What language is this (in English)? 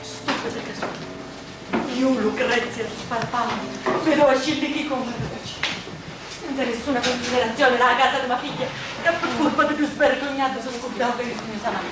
Sicilian